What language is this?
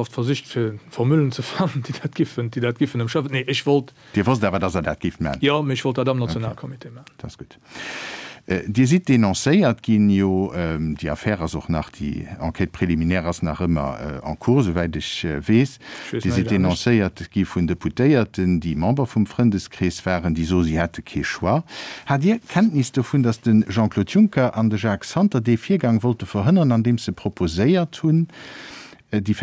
Luxembourgish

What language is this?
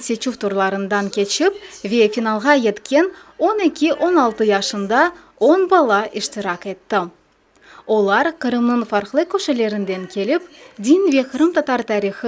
Crimean Tatar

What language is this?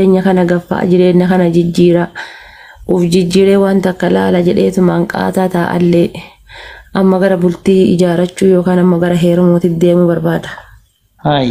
Oromo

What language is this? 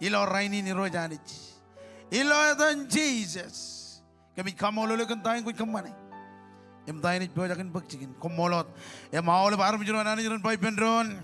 Marshallese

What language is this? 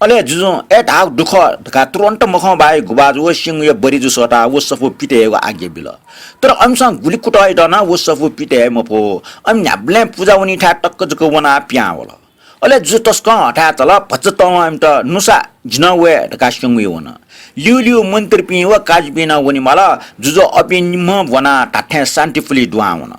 Newari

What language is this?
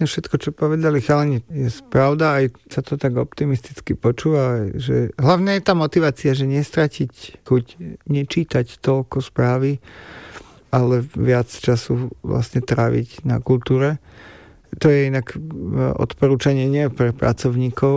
Slovak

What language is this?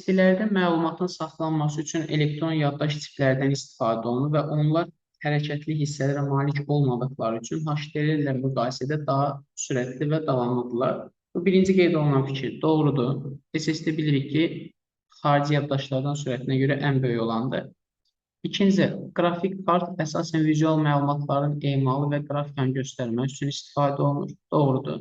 Azerbaijani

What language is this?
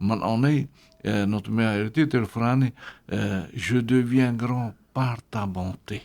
Tahitian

